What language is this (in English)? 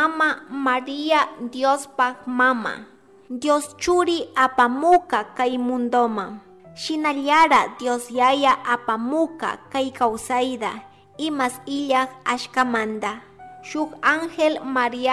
Chimborazo Highland Quichua